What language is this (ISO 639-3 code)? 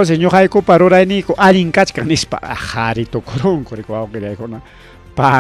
quy